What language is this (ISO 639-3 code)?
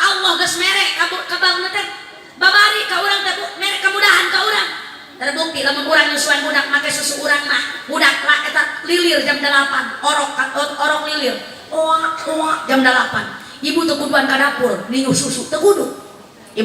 sun